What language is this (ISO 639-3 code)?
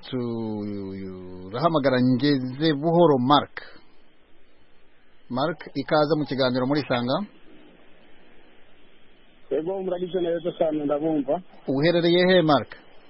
kin